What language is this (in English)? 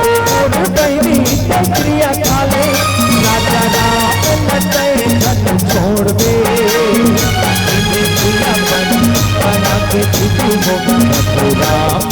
Chhattisgarhi